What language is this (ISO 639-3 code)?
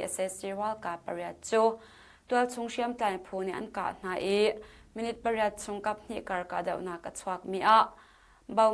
cnh